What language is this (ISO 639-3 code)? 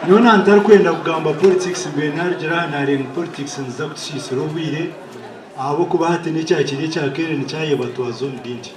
nyn